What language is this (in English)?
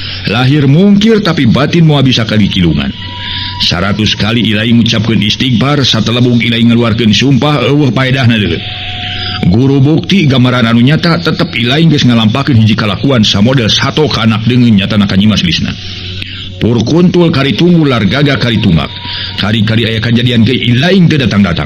Sundanese